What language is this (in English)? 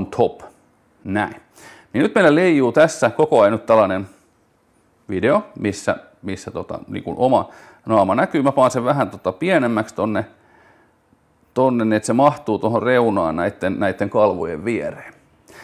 Finnish